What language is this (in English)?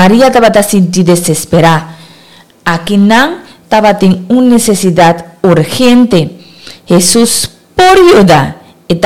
Papiamento